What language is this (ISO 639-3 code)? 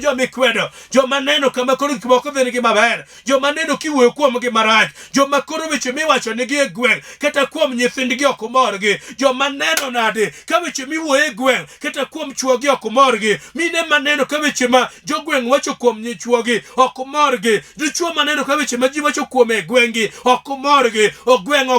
luo